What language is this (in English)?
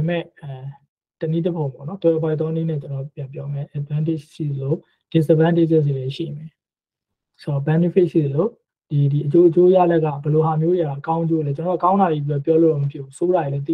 Burmese